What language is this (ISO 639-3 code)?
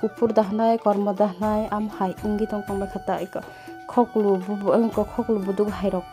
trp